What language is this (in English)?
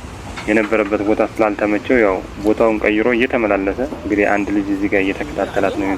Amharic